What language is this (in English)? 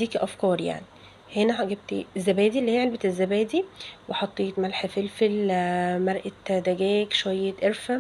Egyptian Arabic